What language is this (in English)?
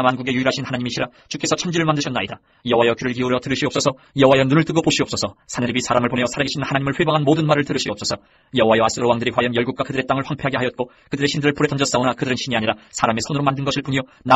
Korean